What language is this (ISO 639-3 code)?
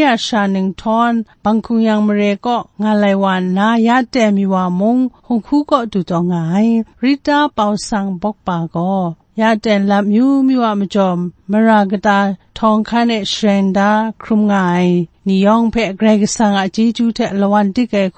kac